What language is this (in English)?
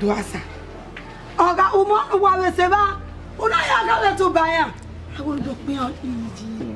Bini